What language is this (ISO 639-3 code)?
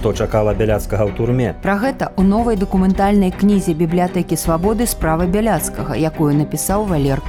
bel